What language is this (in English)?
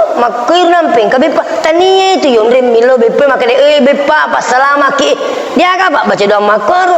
Buginese